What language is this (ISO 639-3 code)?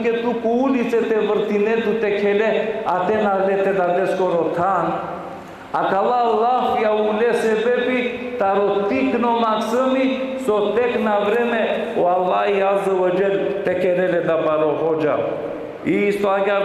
rmn